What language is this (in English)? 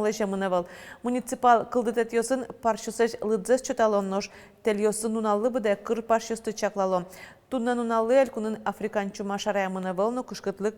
Udmurt